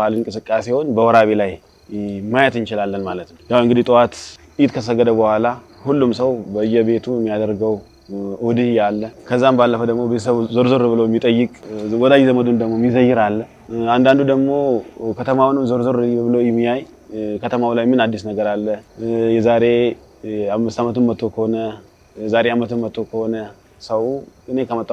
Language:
Amharic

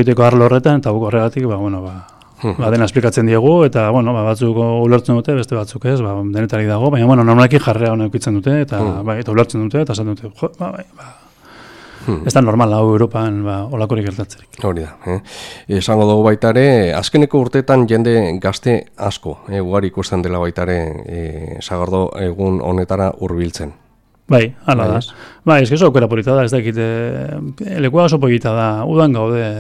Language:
Basque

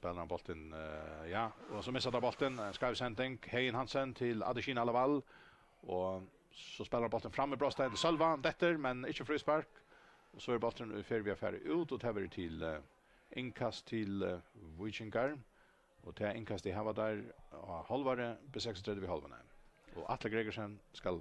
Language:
Faroese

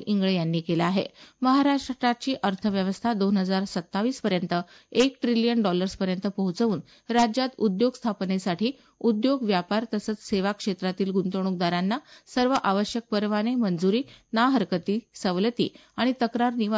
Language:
Marathi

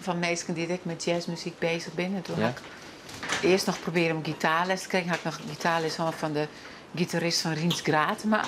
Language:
Western Frisian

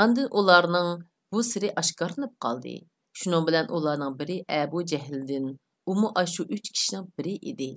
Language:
Uyghur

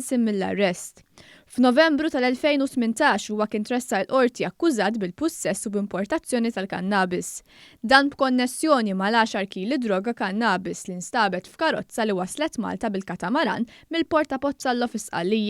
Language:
Maltese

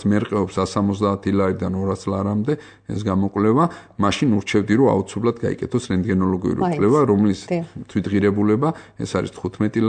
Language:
Georgian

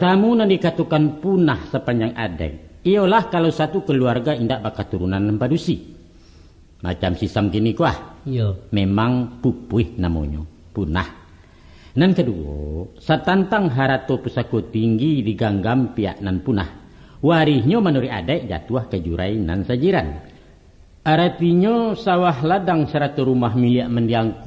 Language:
Minangkabau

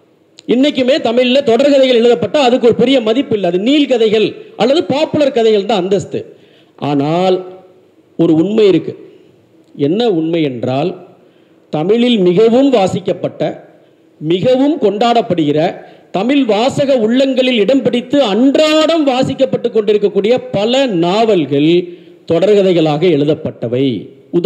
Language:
Tamil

